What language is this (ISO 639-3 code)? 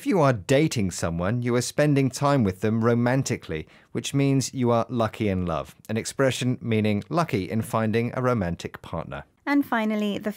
eng